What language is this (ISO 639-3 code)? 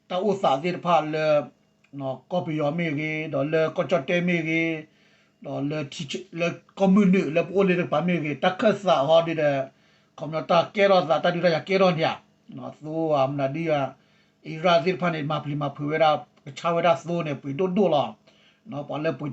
ksw